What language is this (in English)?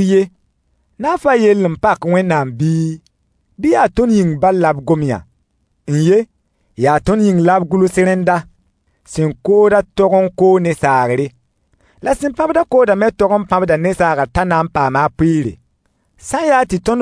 Mossi